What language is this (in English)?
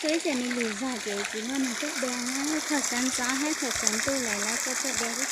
Hmong